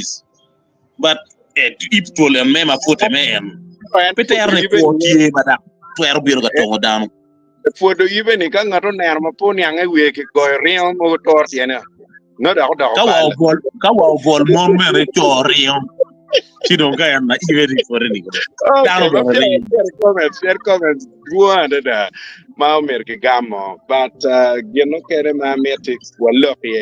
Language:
Acoli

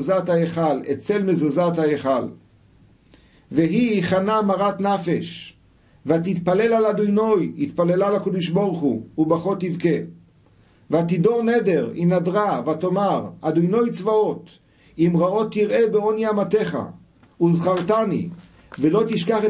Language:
Hebrew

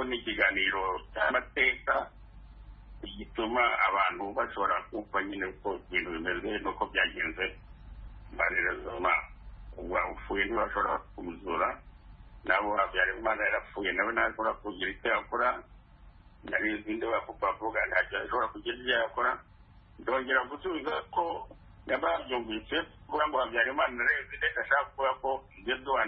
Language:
Kinyarwanda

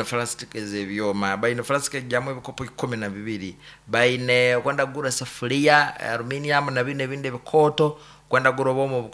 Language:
Nyankole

